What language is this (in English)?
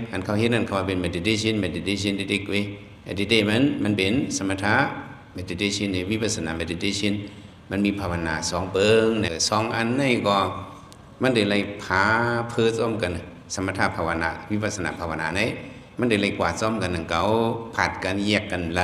Shan